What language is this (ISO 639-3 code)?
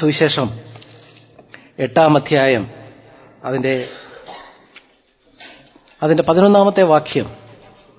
mal